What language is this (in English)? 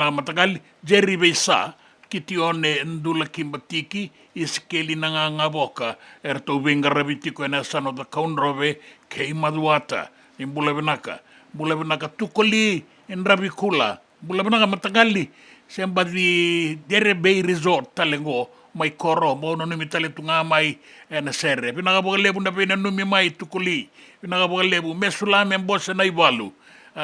Fijian